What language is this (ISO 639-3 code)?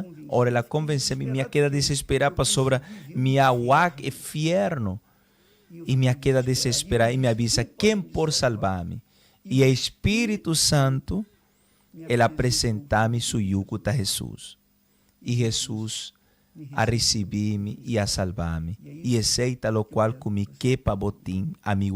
pap